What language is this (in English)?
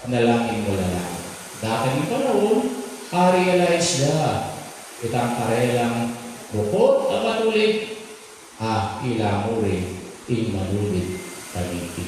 Pampanga